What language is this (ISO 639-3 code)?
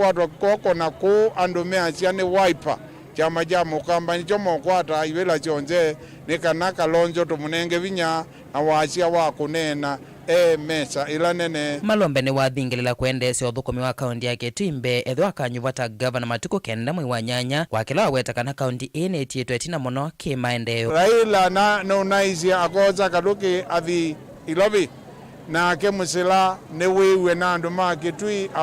kam